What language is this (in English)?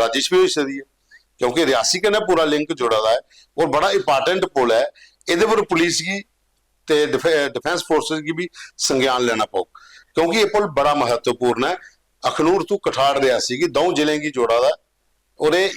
Dogri